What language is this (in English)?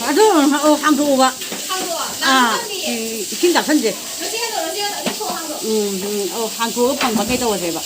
Manipuri